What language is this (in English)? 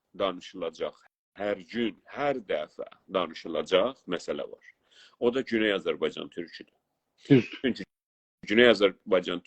South Azerbaijani